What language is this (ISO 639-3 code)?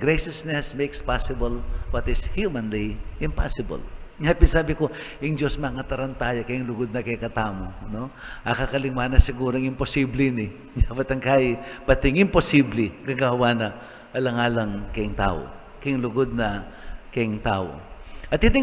pam